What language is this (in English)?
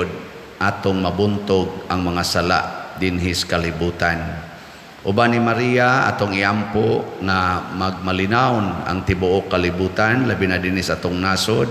Cebuano